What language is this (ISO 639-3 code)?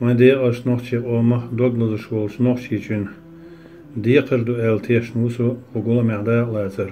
che